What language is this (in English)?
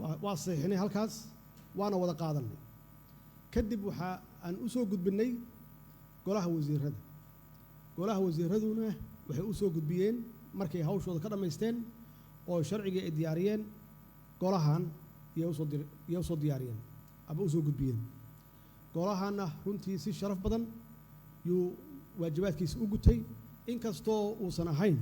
Somali